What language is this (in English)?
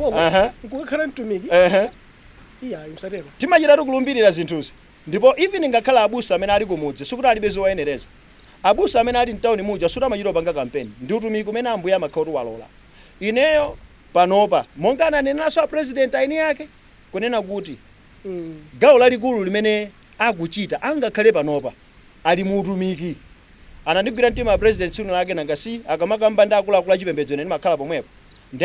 Nyanja